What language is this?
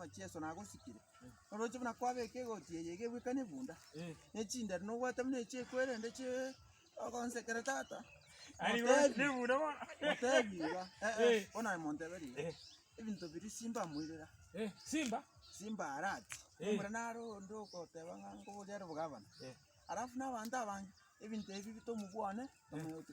Gusii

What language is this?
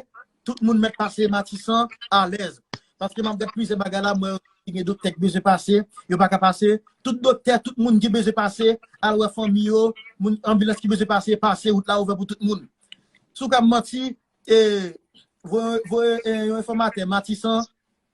Haitian Creole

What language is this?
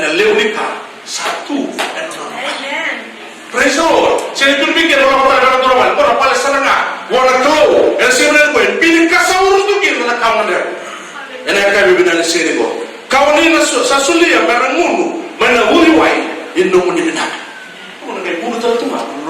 Fijian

